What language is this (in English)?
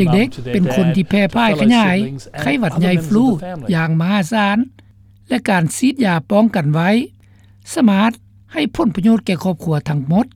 Lao